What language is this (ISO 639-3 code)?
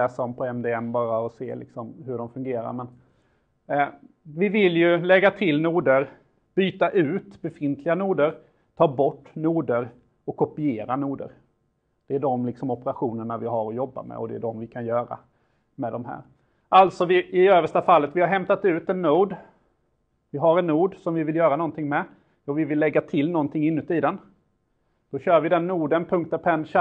swe